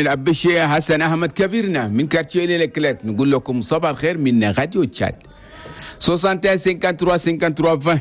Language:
Chadian Arabic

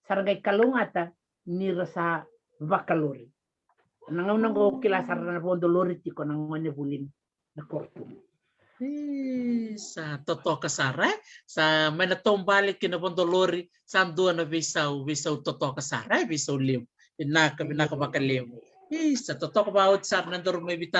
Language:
Fijian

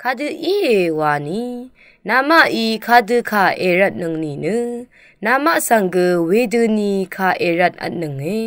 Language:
Rawang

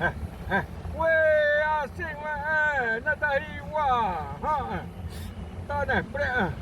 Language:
Xavánte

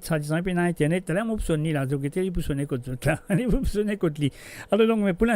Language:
Morisyen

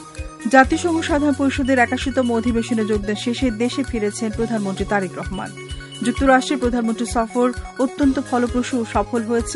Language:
Bangla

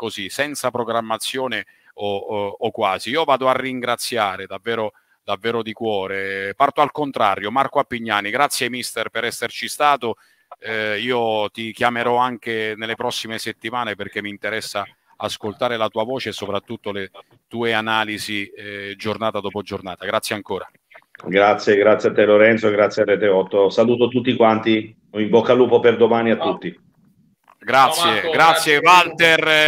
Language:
Italian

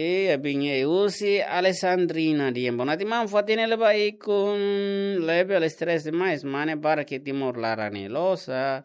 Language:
Tetum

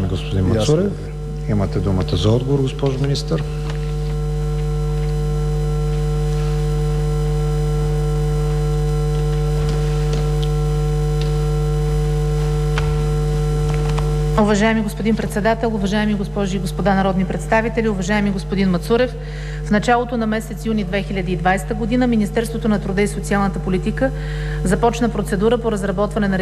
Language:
Bulgarian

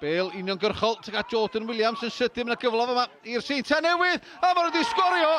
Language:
Welsh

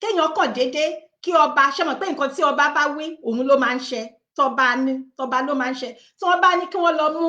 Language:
Yoruba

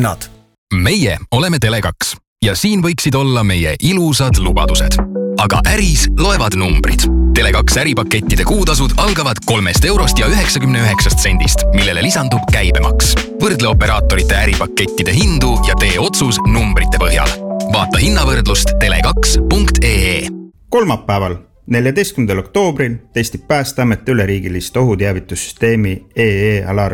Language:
Estonian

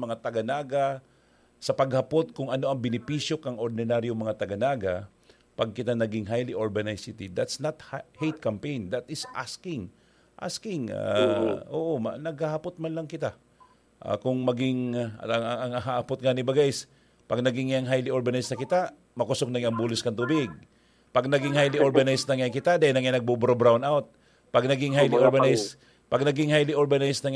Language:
Bikol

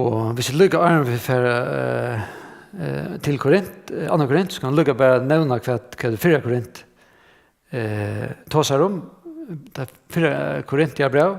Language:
Faroese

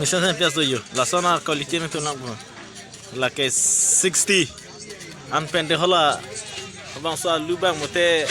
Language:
Karbi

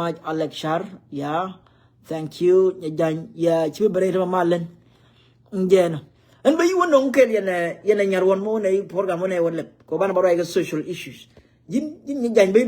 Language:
Nuer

